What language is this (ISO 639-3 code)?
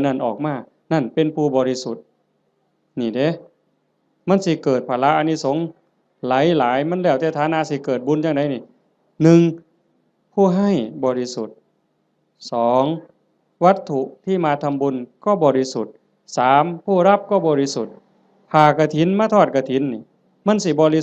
tts